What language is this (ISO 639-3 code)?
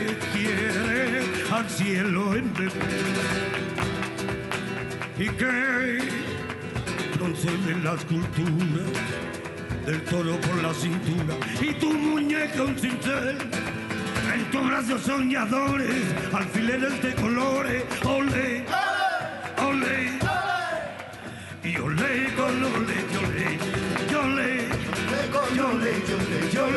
spa